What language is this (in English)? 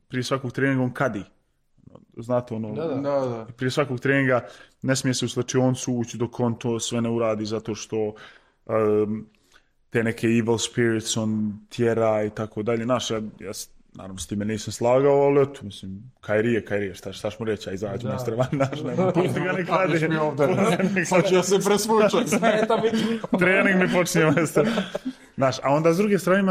Serbian